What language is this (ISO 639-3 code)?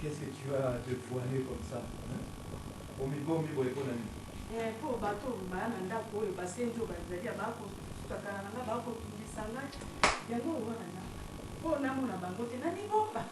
lin